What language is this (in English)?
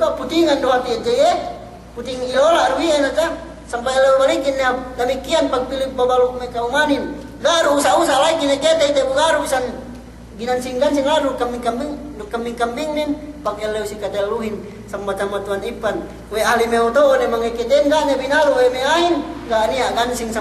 Yakan